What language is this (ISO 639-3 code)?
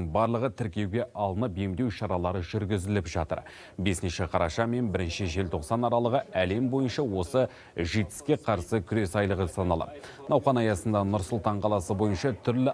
kaz